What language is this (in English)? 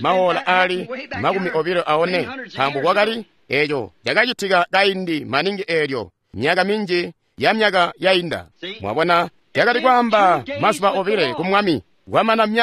Tonga (Zambia)